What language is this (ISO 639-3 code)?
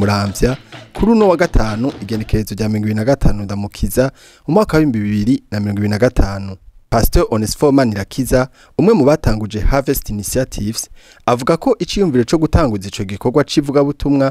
run